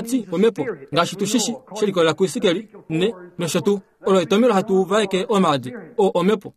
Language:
Kuanyama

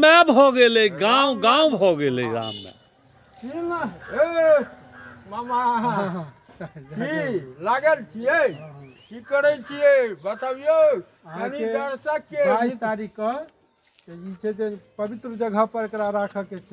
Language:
Maithili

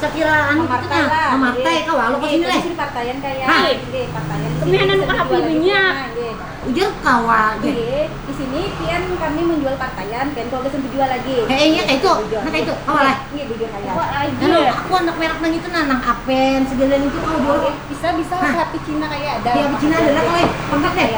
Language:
Banjar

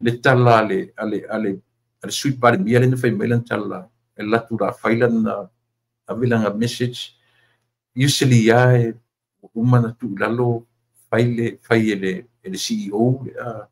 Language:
Samoan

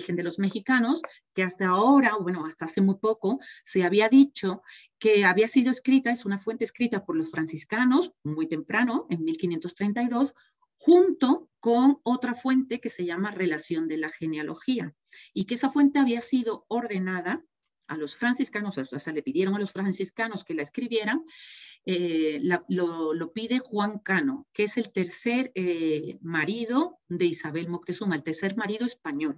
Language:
Spanish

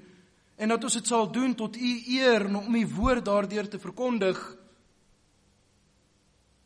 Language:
Afrikaans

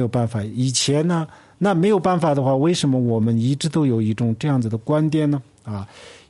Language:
Chinese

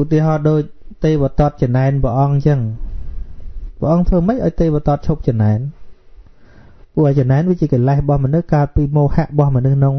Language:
Khmer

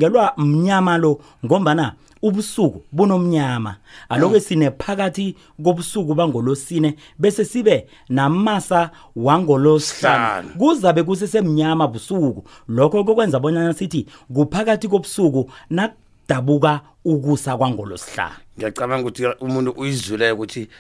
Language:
South Ndebele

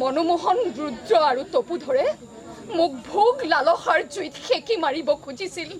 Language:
Assamese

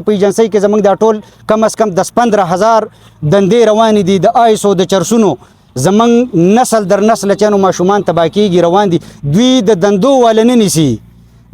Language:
Pashto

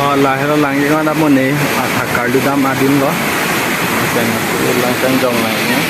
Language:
Karbi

